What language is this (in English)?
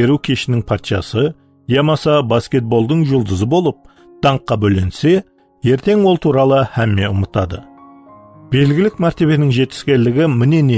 Kara-Kalpak